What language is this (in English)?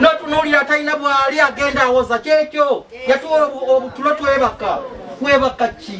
Ganda